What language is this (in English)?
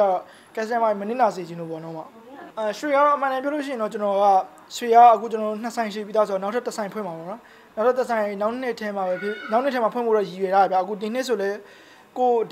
Burmese